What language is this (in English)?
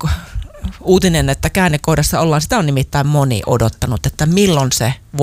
Finnish